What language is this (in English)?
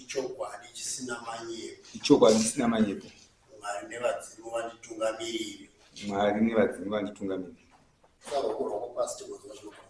Shona